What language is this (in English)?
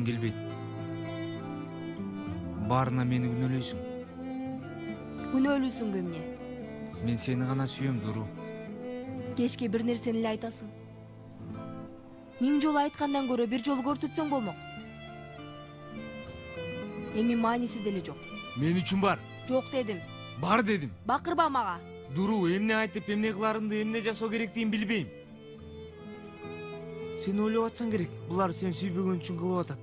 Kyrgyz